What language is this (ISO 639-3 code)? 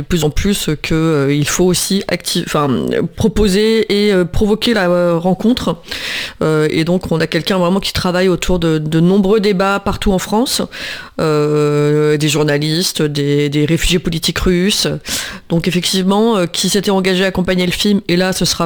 fra